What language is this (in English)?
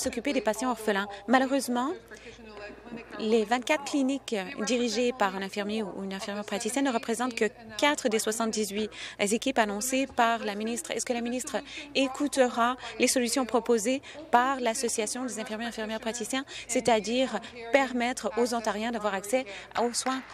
French